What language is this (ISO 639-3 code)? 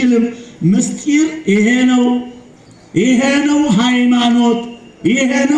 amh